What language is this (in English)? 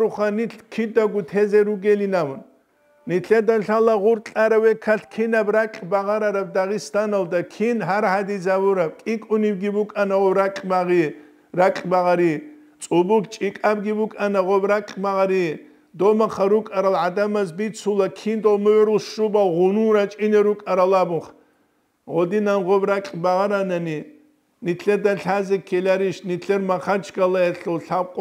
Avaric